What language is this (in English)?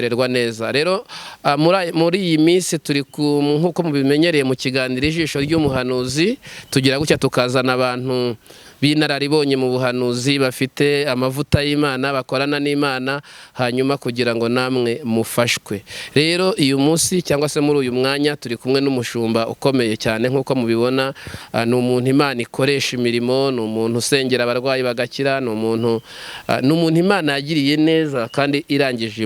Kinyarwanda